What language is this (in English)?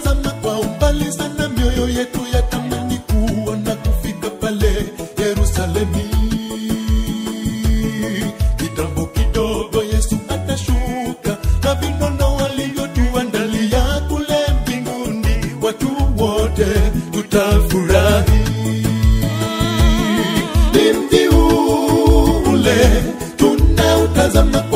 Swahili